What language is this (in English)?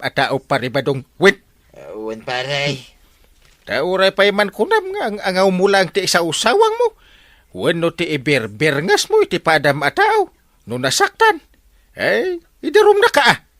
Iloko